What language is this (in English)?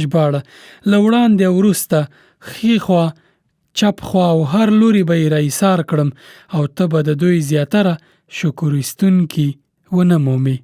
Pashto